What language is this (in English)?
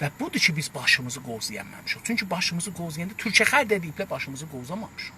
South Azerbaijani